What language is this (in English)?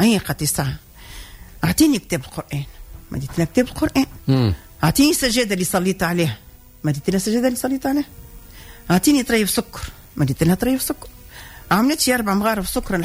Tunisian Arabic